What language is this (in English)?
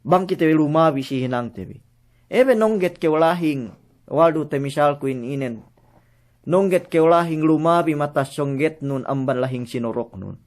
Yakan